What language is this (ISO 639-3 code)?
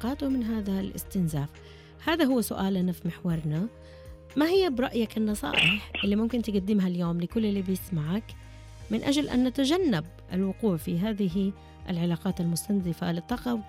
ara